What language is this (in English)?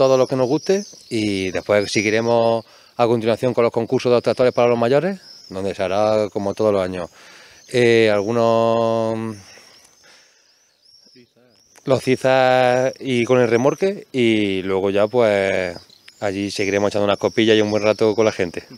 Spanish